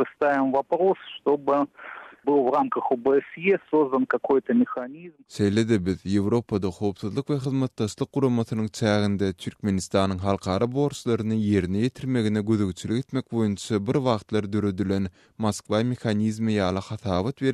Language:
Turkmen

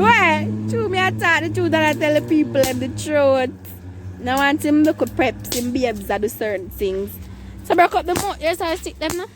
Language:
Jamaican Creole English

